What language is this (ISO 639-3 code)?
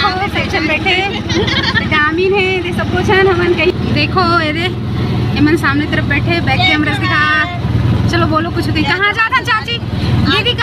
hne